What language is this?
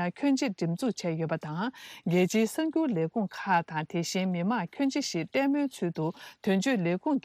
Tibetan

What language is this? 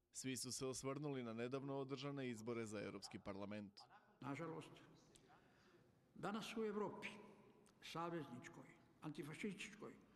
Croatian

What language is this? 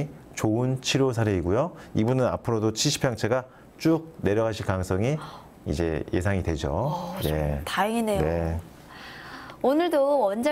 Korean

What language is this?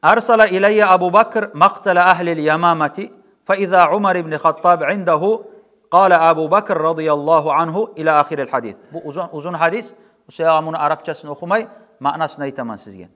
Kumyk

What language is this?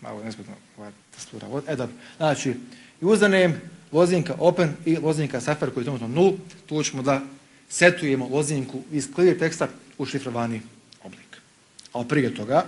Serbian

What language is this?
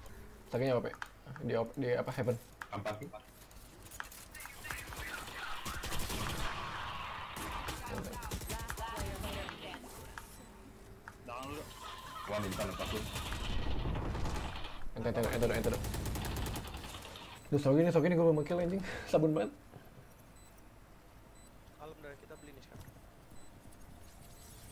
Indonesian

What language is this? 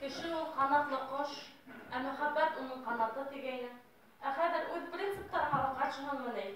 Bashkir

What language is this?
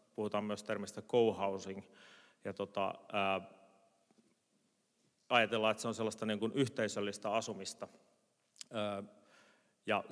Finnish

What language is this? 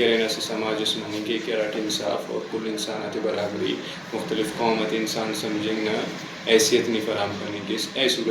Brahui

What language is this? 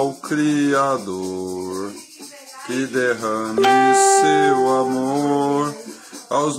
Portuguese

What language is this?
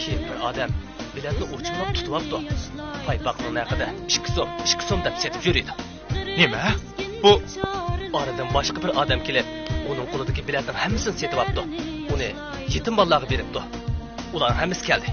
Uyghur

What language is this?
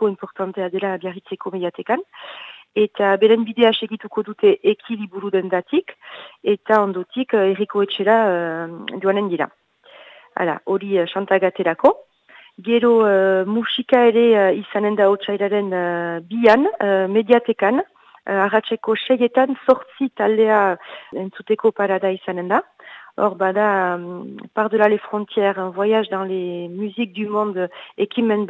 Basque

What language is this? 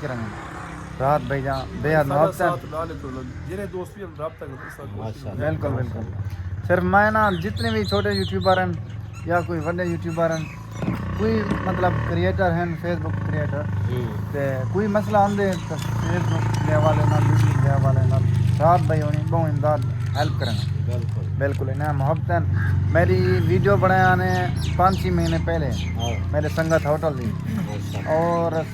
Saraiki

